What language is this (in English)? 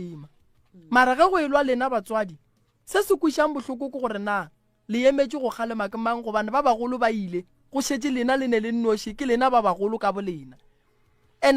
Northern Sotho